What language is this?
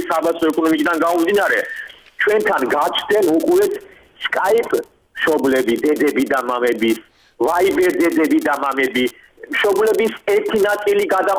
Georgian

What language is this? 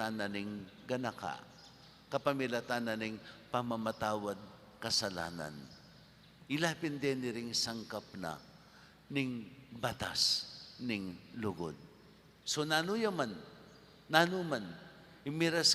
Pampanga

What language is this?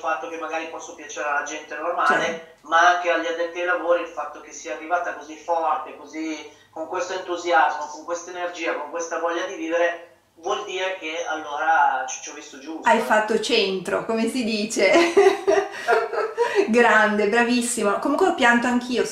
Italian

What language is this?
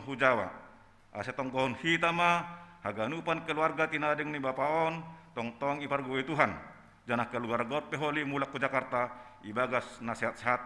Batak Simalungun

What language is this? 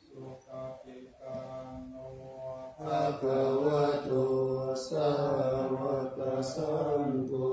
Pali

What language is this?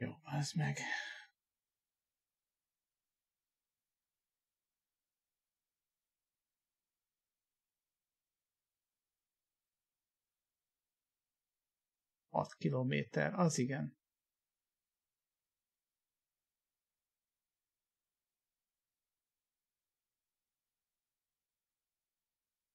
Hungarian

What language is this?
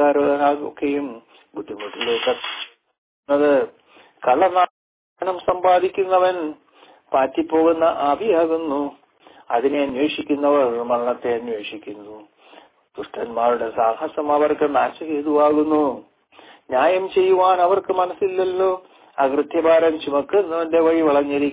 Malayalam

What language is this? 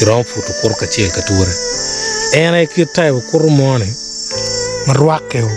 Acoli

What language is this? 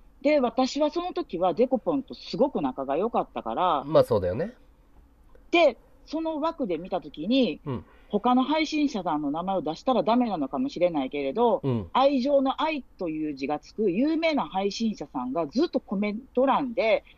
Japanese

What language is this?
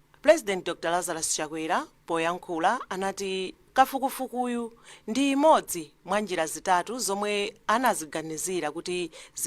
Nyanja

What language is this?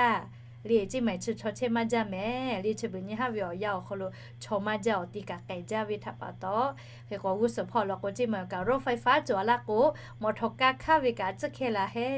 Lahu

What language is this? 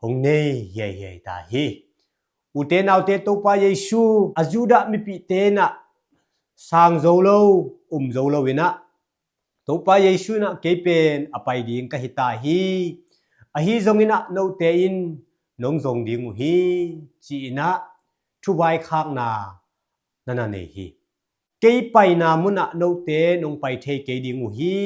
Tedim Chin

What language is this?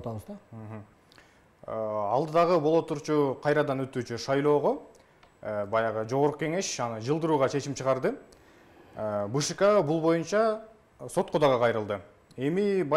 Kyrgyz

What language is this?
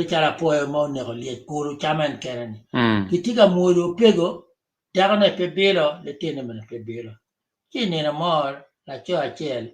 Acoli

